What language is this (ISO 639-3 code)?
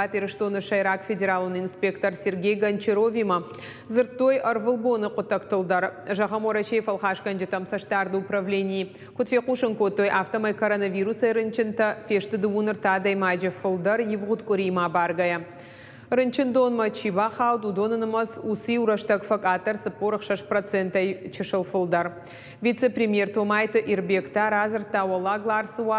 oss